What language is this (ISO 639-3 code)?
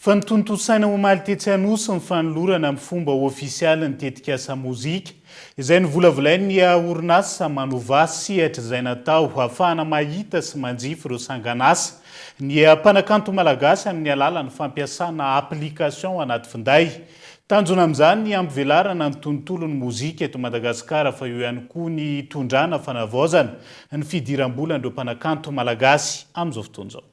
mlg